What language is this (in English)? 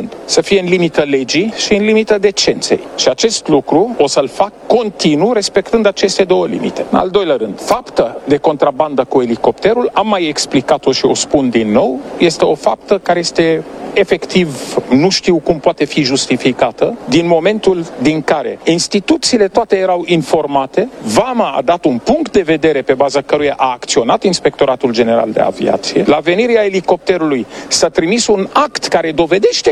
Romanian